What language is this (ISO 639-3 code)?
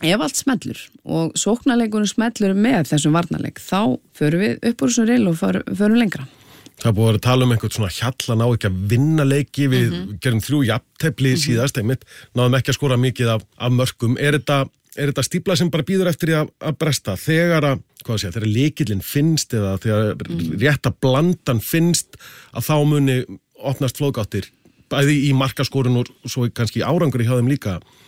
isl